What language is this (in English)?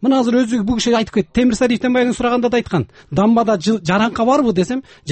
Kyrgyz